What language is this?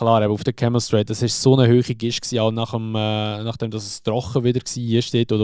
Swiss German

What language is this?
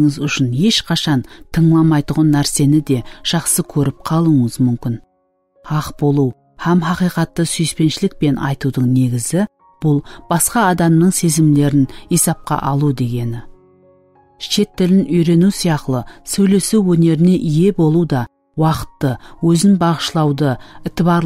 Kara-Kalpak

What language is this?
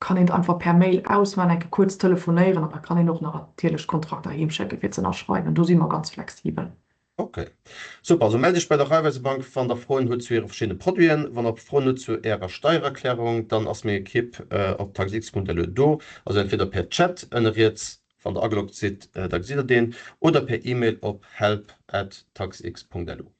Luxembourgish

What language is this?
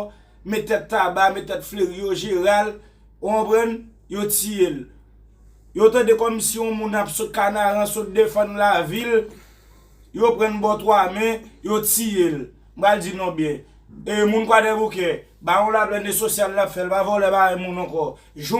Haitian Creole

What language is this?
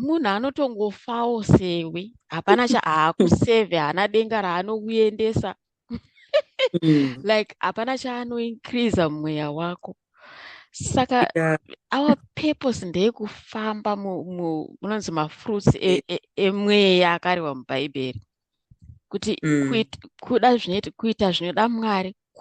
Shona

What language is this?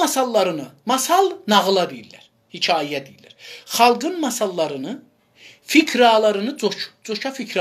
South Azerbaijani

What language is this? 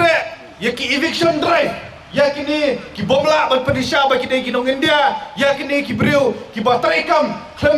Khasi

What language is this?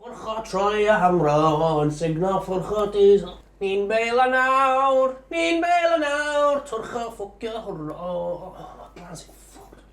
Welsh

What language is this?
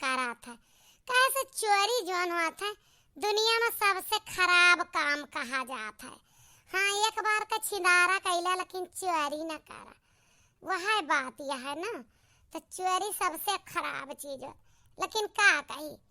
Awadhi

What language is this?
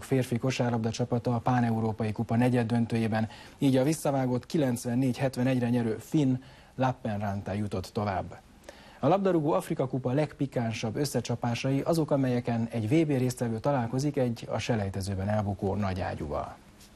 Hungarian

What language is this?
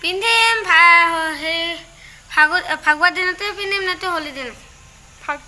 Assamese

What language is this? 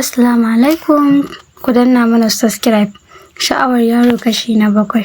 Hausa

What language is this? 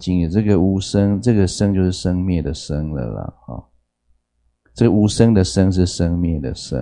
Chinese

